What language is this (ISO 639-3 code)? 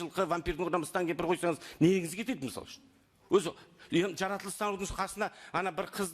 kaz